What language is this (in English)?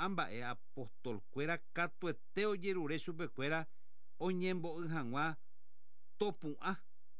Guarani